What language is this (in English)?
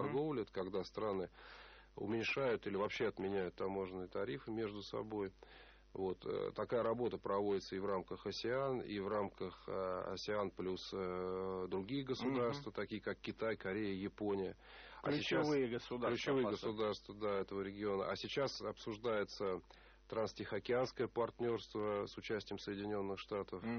Russian